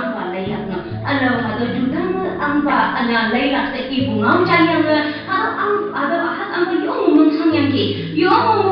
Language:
Konyak Naga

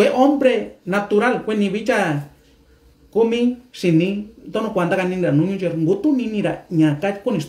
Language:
Mixtepec Mixtec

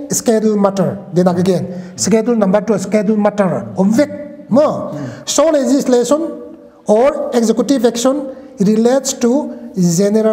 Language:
Paite Chin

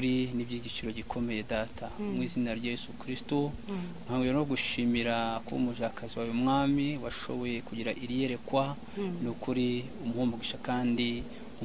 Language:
Kinyarwanda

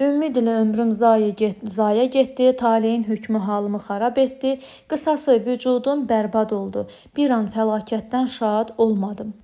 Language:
Azerbaijani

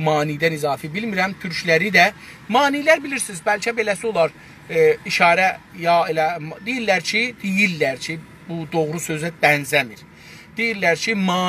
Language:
South Azerbaijani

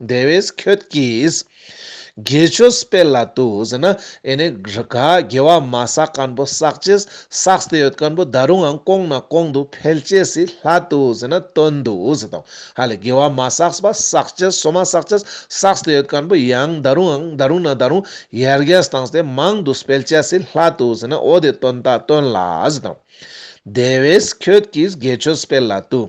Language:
Ladakhi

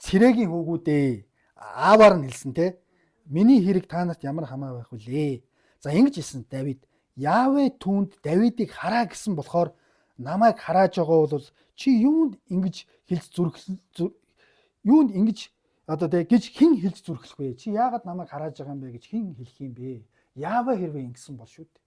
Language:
Mongolian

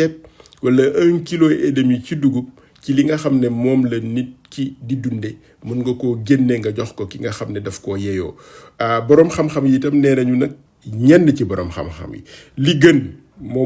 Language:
Wolof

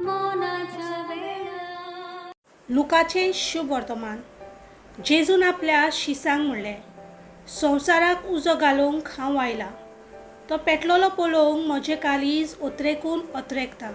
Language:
Konkani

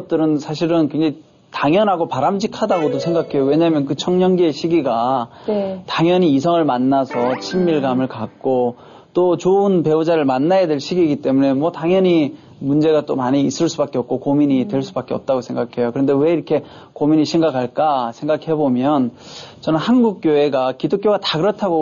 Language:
Korean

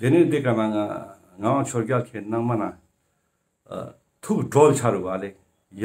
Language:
Ladakhi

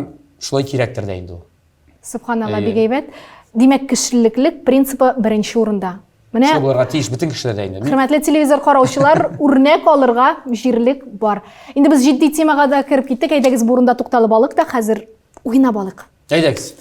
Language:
Tatar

